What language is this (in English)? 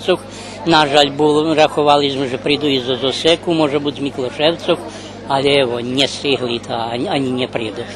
Rusyn